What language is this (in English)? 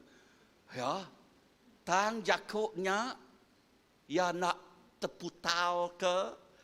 Iban